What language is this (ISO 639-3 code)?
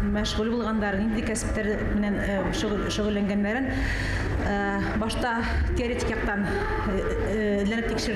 bak